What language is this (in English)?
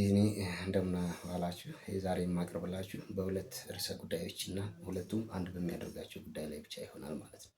Amharic